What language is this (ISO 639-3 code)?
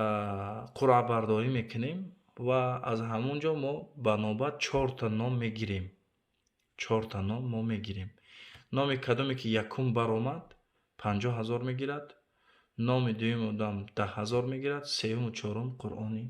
tgk